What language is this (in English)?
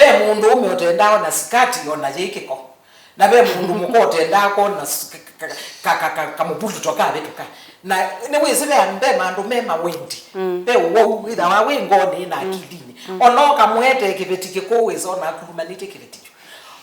Kamba